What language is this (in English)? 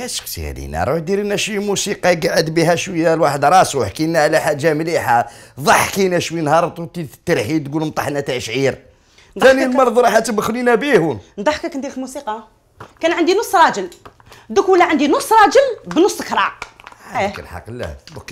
Algerian Arabic